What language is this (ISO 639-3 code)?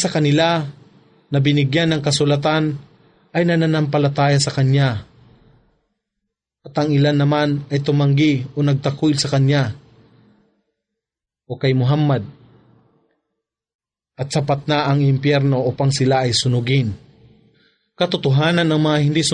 fil